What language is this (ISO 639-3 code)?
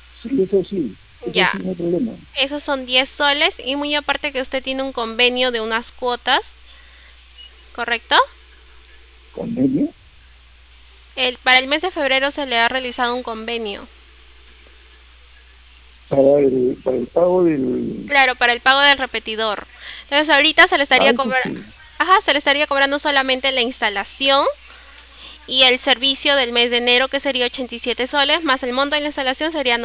spa